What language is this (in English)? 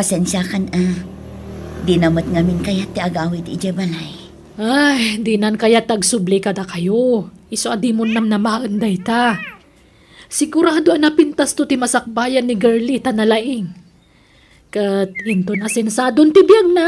Iloko